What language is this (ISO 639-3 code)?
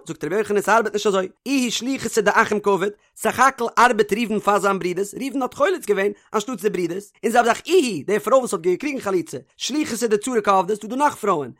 yid